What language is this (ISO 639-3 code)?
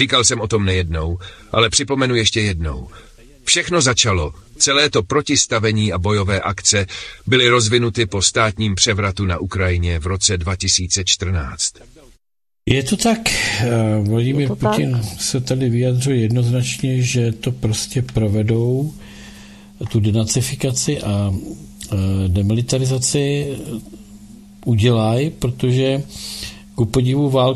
ces